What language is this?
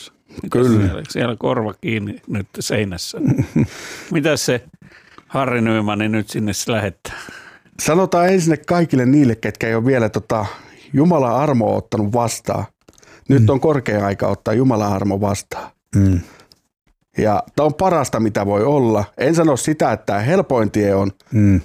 Finnish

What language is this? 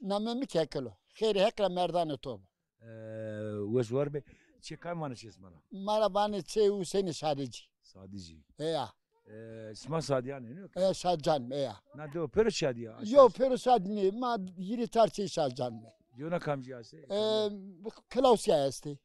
Zaza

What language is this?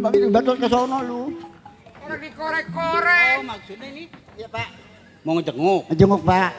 Betawi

